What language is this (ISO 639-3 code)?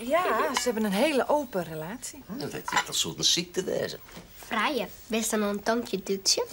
fry